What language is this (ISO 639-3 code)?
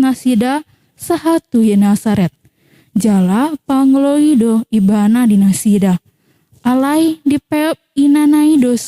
bbc